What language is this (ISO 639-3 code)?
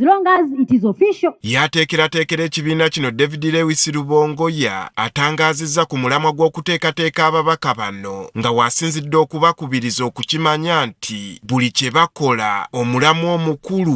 lug